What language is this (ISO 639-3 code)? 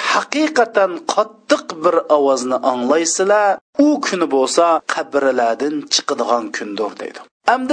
uig